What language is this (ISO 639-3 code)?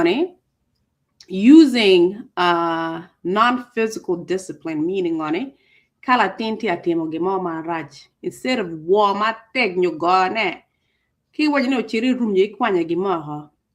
ach